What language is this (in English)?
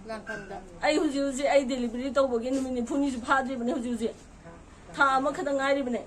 Manipuri